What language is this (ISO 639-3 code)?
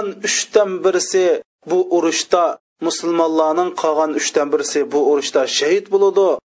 uig